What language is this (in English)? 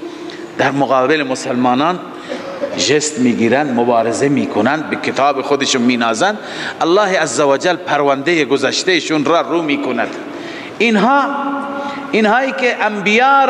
Tajik